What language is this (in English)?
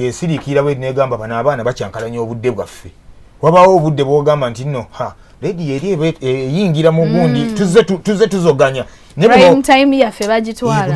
Ganda